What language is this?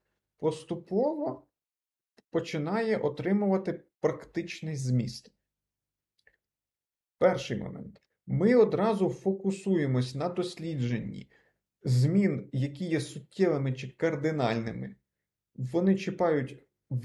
Ukrainian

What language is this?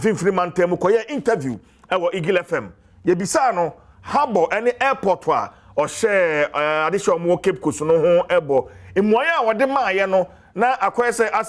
Akan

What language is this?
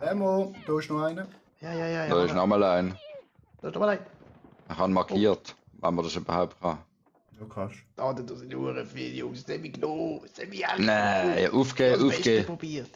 Swiss German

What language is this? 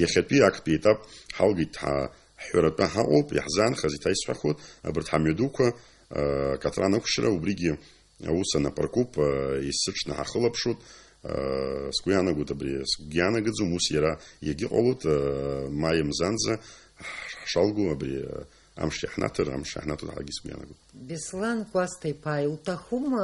Abkhazian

